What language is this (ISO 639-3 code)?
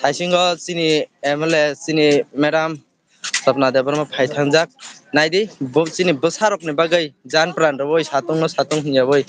trp